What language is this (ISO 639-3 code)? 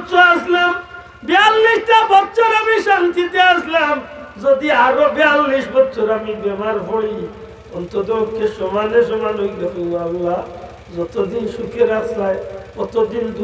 syl